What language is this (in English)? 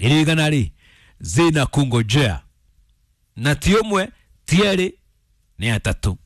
Kikuyu